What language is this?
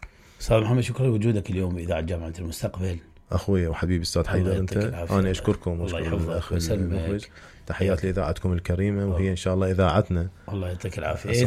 Mesopotamian Arabic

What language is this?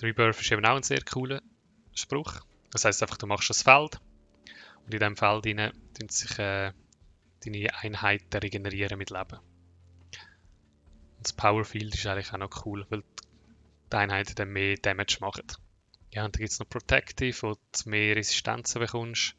Swiss German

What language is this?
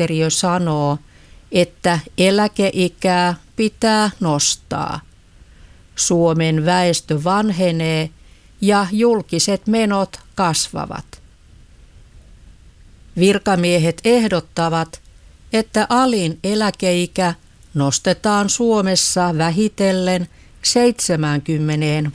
Finnish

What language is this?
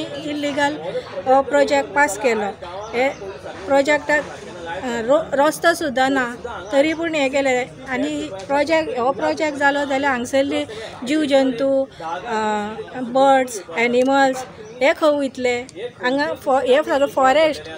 Konkani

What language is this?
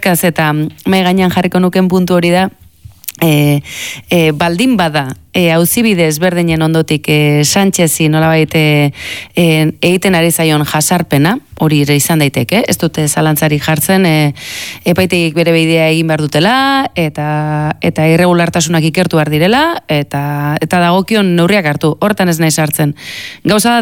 Basque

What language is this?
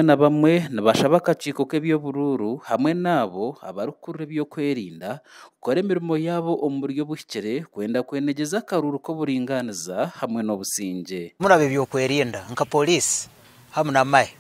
Nyankole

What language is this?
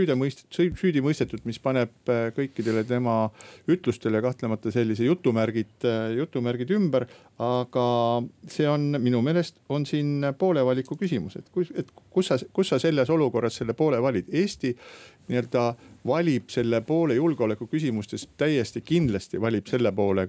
Estonian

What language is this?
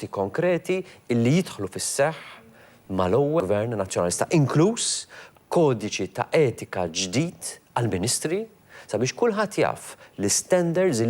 Maltese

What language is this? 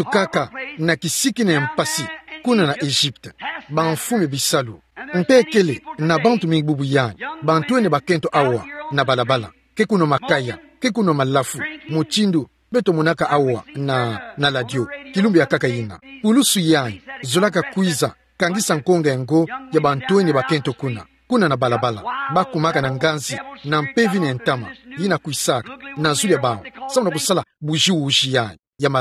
Kituba (Democratic Republic of Congo)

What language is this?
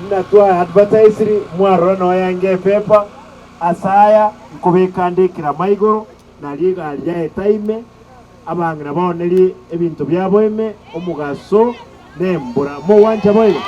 Gusii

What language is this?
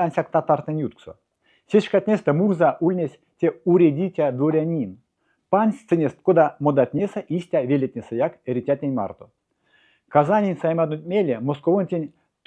Erzya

